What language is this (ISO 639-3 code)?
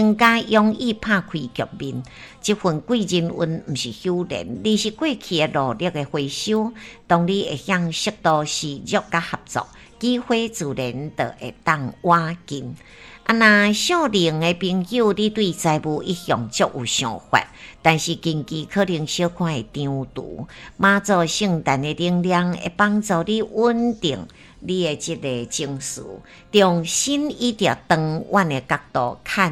nan